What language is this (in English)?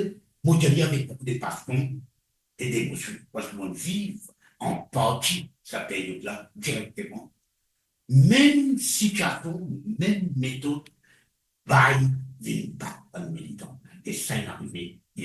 Morisyen